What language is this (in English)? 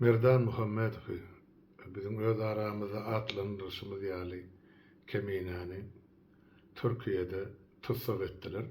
Turkmen